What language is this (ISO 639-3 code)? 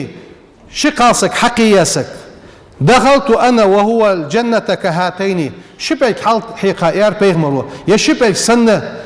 inh